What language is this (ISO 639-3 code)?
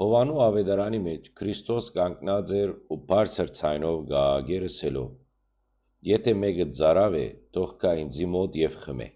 hyw